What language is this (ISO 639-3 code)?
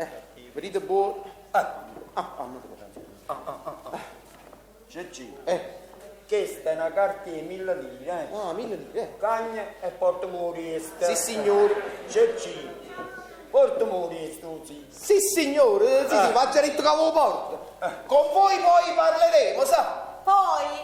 nap